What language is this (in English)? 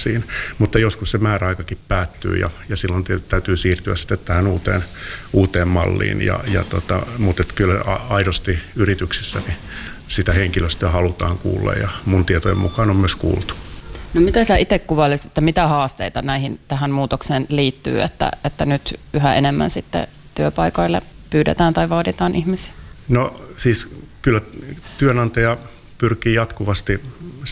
Finnish